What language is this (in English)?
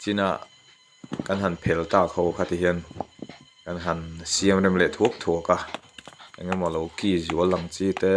Mizo